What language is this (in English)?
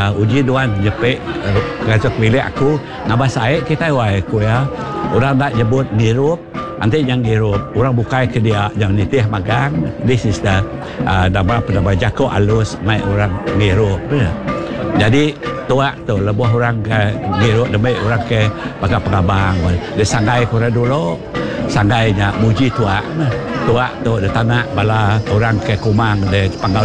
Iban